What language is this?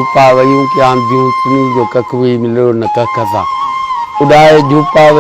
Sindhi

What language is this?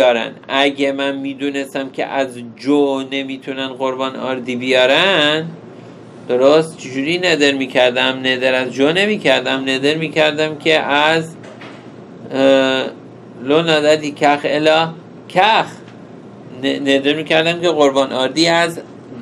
Persian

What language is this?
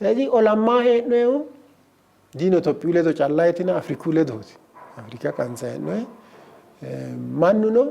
Sidamo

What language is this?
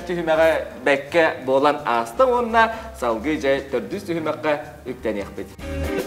Yakut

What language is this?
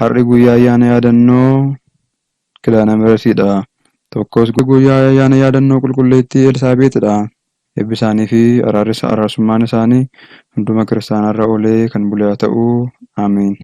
Oromo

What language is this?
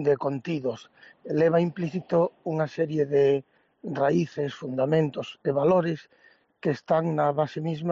Galician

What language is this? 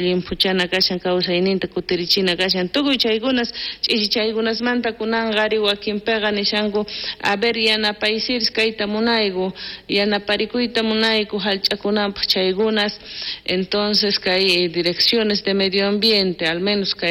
South Bolivian Quechua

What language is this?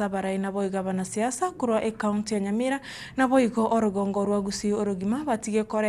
Gusii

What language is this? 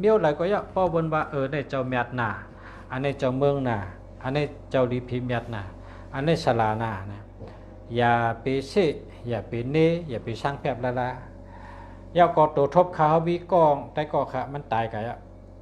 Shan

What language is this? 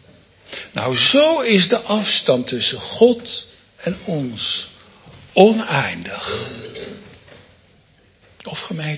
Dutch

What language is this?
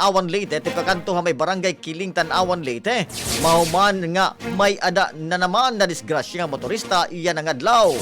Waray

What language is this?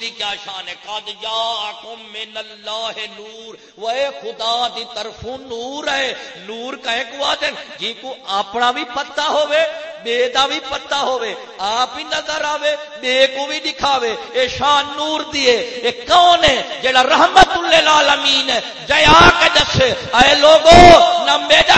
Saraiki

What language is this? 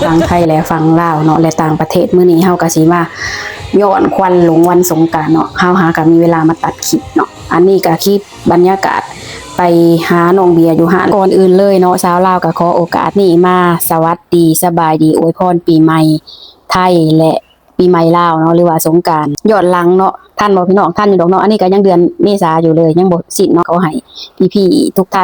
Lao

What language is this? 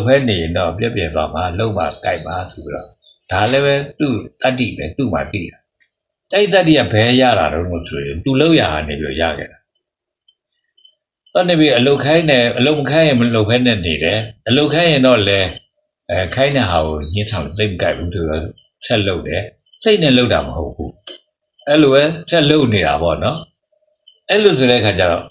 Burmese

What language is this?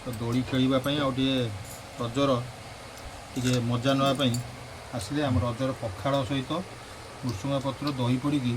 Odia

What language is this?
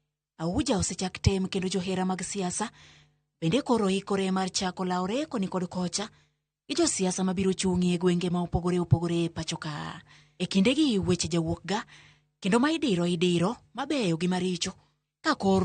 Luo (Kenya and Tanzania)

